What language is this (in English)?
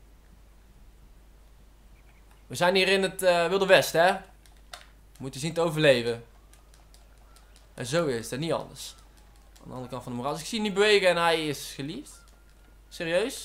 Dutch